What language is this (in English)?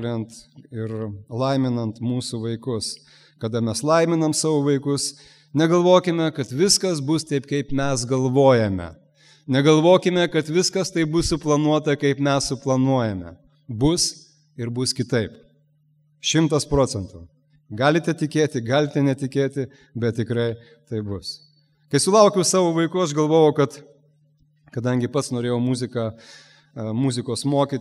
Lithuanian